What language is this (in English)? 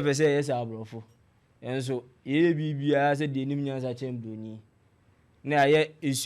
Akan